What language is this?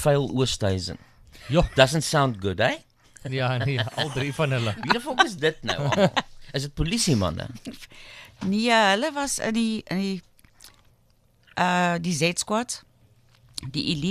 Afrikaans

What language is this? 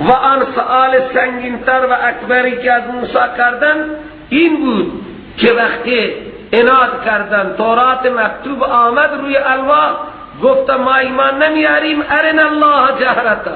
Persian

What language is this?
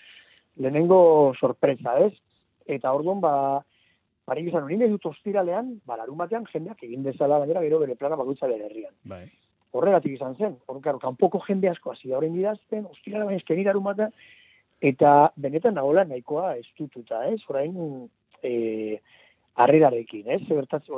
Basque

